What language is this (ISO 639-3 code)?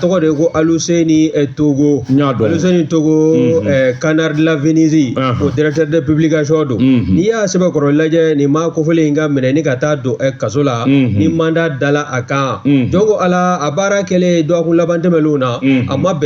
bam